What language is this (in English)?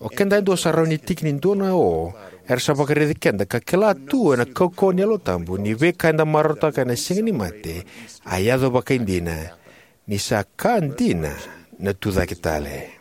Fijian